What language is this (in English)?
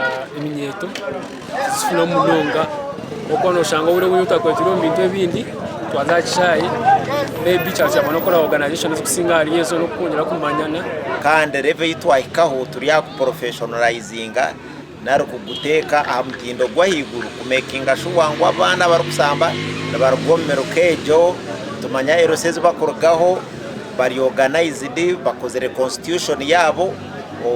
Nyankole